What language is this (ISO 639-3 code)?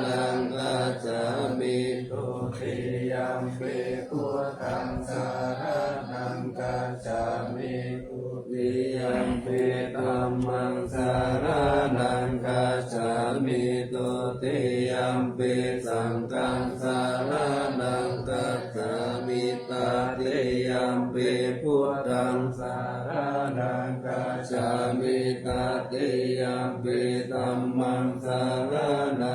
pli